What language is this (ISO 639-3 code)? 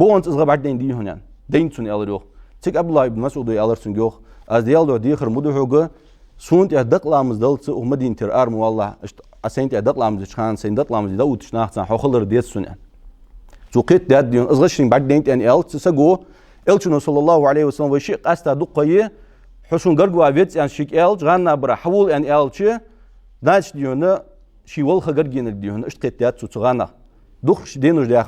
inh